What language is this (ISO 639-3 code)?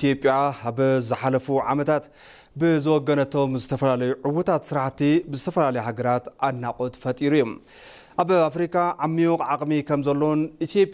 tir